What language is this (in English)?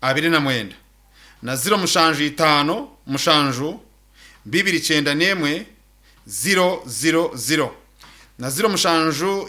Nyankole